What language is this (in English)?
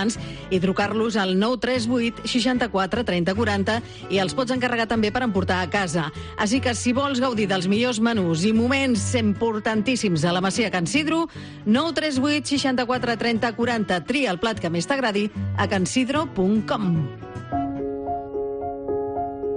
Catalan